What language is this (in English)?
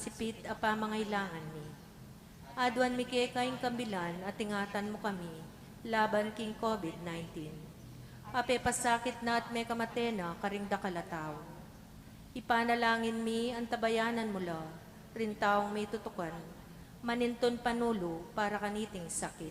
Pampanga